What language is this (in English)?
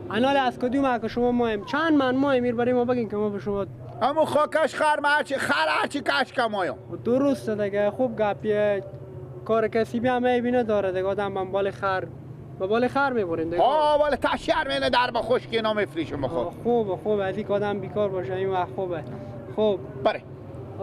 Persian